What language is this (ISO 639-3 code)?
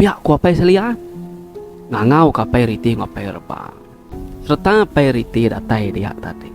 iba